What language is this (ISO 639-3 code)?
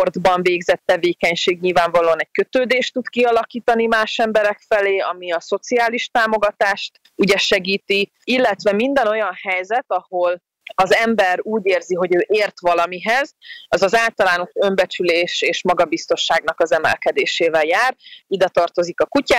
hun